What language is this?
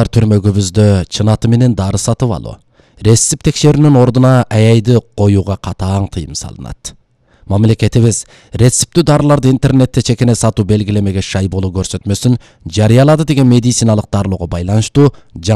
Kyrgyz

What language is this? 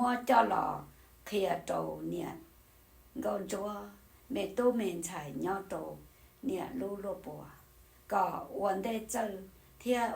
Hmong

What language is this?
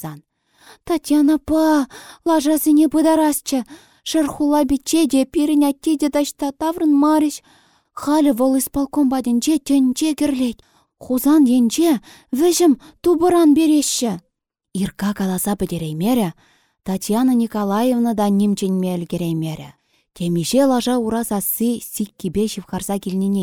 Chuvash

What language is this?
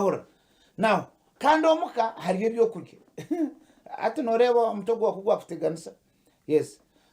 Nyankole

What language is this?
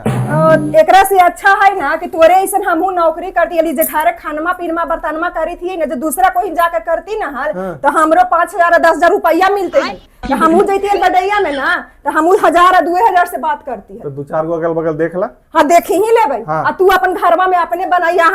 Magahi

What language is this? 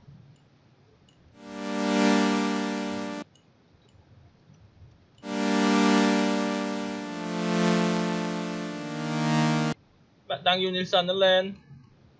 Vietnamese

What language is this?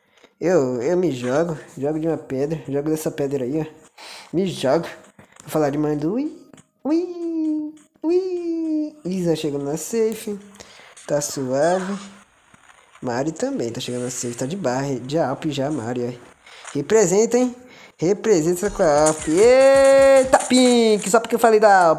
Portuguese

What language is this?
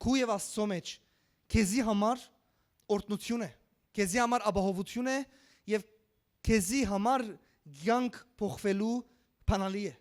Western Armenian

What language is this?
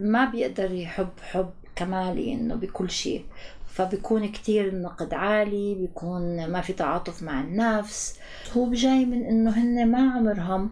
North Levantine Arabic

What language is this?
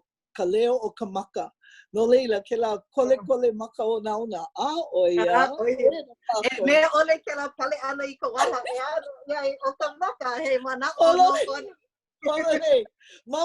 Hawaiian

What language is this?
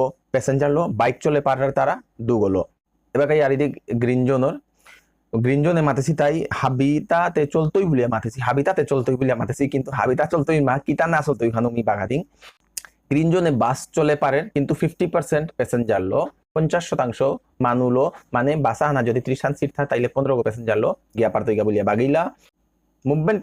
Bishnupriya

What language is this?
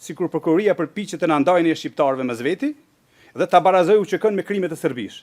Albanian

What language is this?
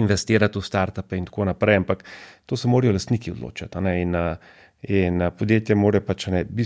Slovenian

